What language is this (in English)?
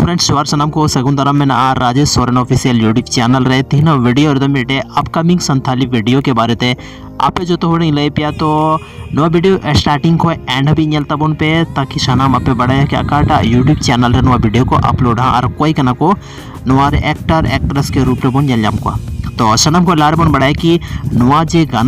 Santali